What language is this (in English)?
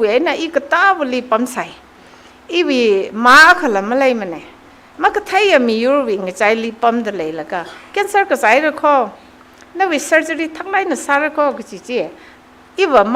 Tangkhul Naga (India)